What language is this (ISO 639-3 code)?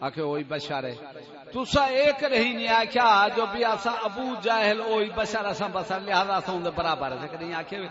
skr